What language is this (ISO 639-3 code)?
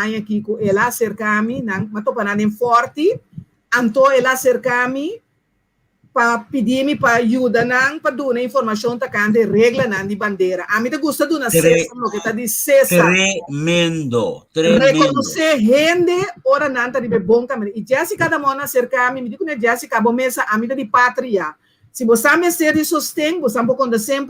pap